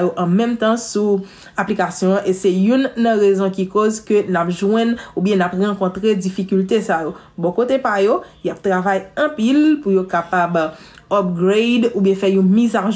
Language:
Haitian Creole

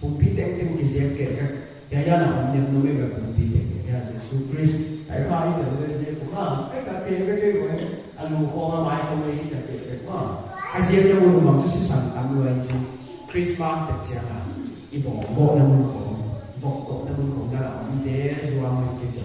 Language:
Paite Chin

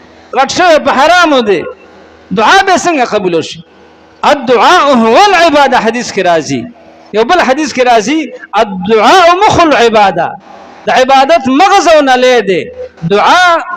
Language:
Pashto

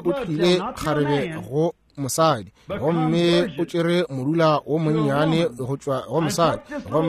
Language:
Northern Sotho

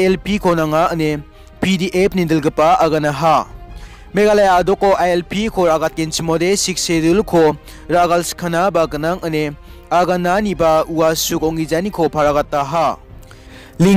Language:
Garo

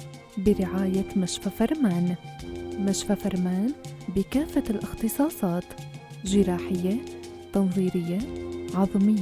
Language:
North Levantine Arabic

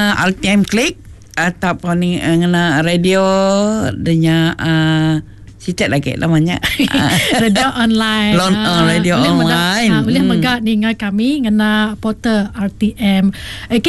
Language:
Iban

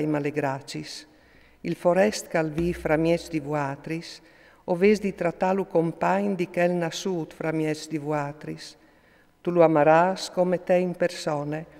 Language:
Friulian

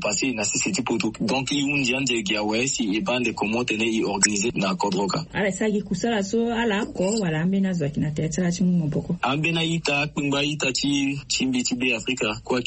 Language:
Sango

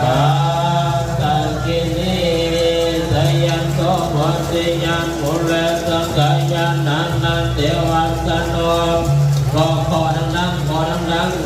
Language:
Pali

